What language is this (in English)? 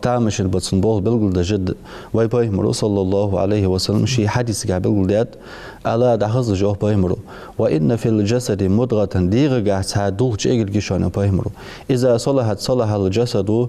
Ingush